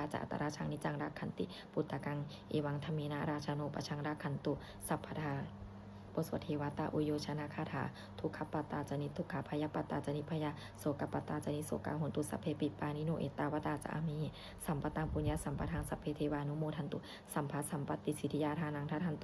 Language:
Pali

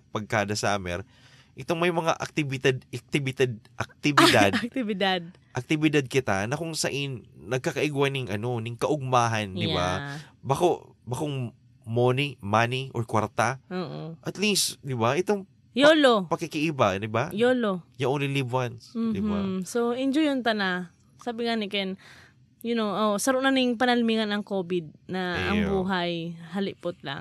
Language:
Bikol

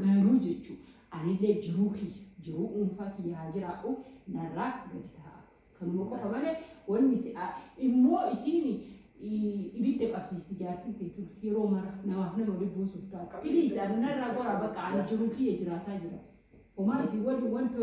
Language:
Oromo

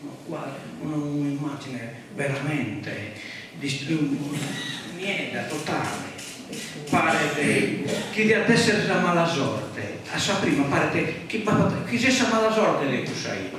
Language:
Sardinian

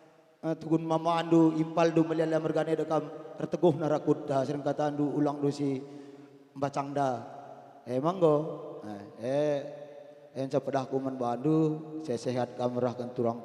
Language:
Batak Karo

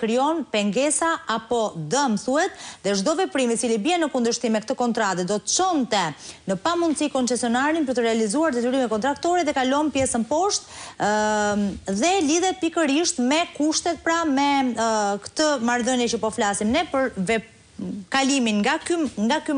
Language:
Albanian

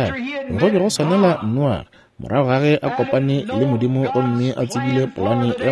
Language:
Northern Sotho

